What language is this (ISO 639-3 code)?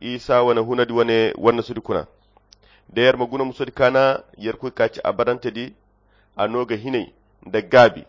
khq